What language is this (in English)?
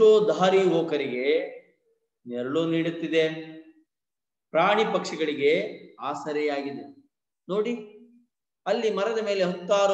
Kannada